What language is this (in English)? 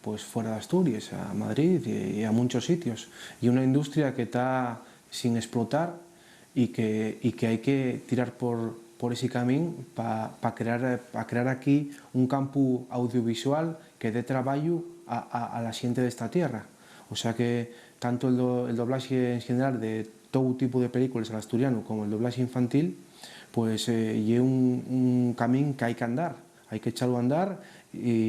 Asturian